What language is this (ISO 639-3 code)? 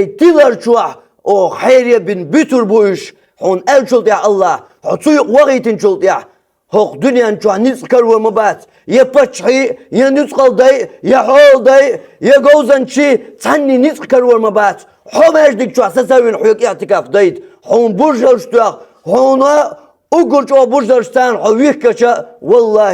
che